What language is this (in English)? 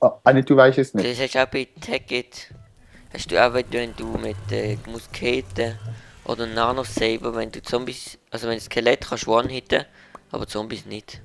Swiss German